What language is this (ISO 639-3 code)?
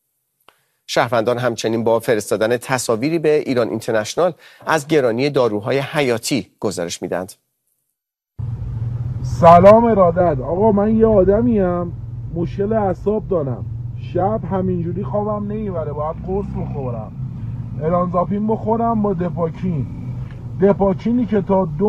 fas